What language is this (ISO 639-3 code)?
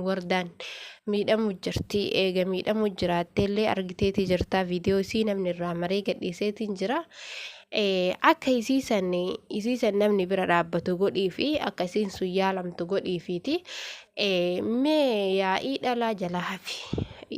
orm